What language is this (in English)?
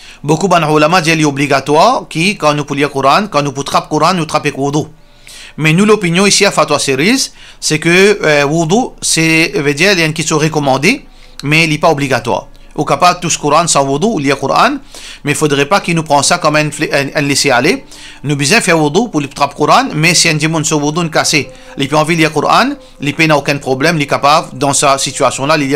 Morisyen